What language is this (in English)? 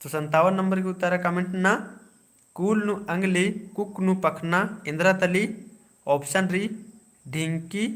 Kurukh